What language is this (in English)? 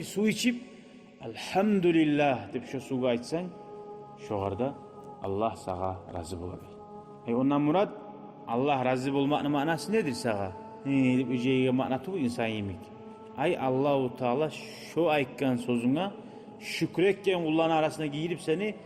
Kumyk